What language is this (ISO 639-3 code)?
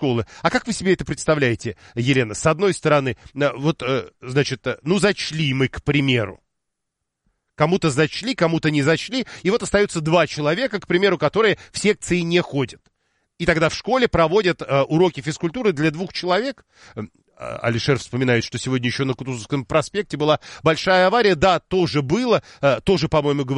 rus